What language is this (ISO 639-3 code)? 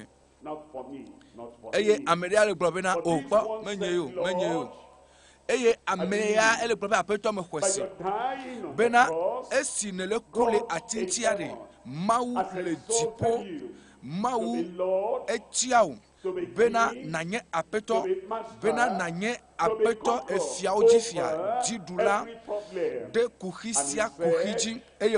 ewe